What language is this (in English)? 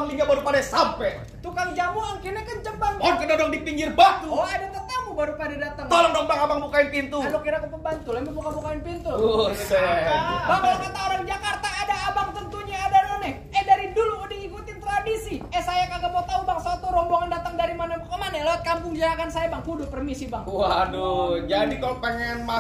Betawi